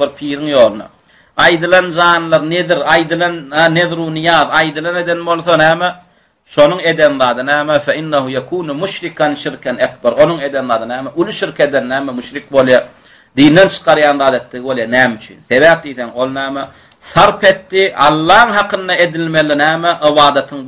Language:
Turkmen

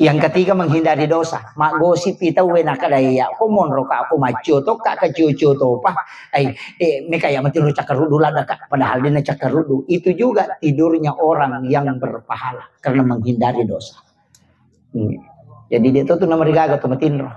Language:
Buginese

